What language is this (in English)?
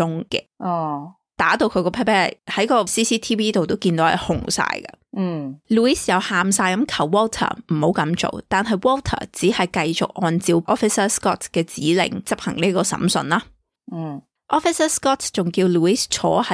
Cantonese